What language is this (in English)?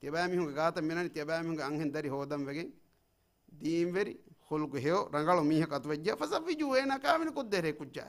Divehi